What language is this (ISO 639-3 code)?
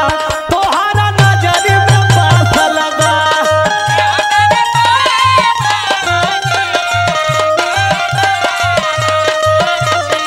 bho